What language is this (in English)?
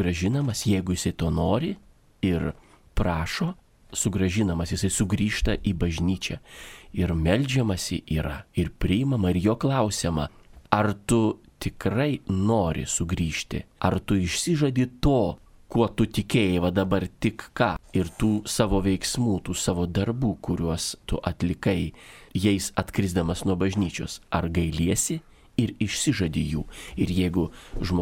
Lithuanian